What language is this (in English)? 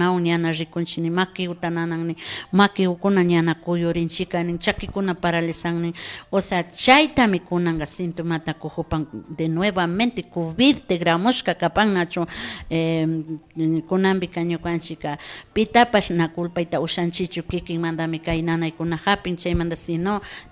Imbabura Highland Quichua